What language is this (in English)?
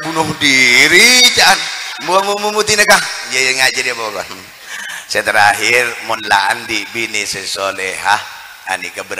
Madurese